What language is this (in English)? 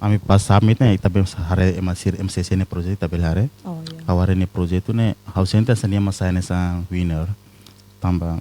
Tetum